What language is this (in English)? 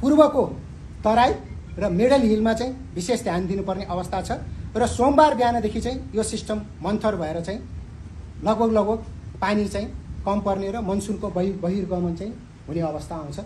Nepali